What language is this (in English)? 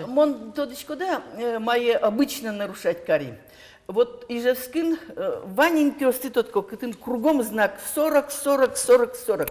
Udmurt